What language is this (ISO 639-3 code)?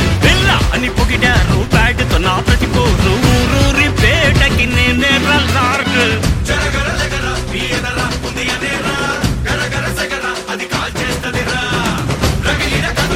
tel